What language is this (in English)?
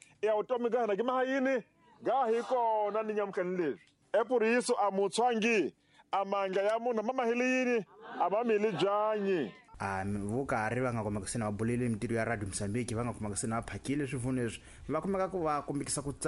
Tsonga